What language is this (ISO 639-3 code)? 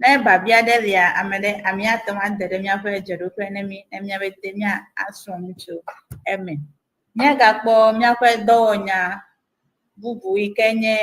ewe